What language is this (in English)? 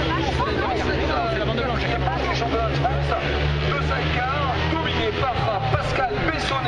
French